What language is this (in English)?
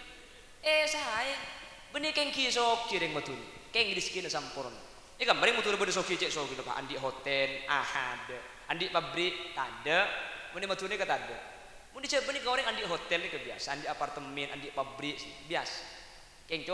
Madurese